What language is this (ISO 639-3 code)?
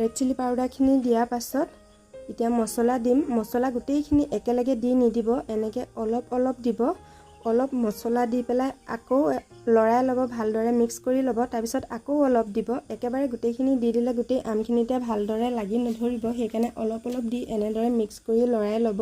asm